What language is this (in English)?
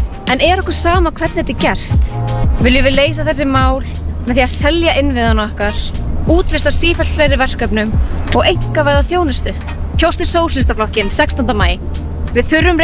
Icelandic